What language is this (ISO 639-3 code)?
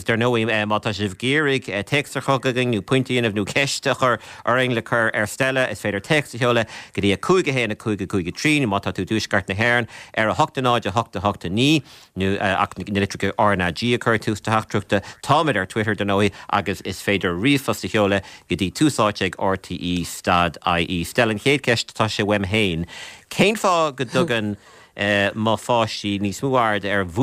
gle